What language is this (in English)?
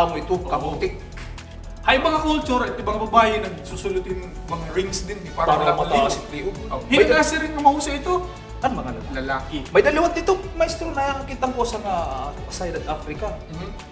Waray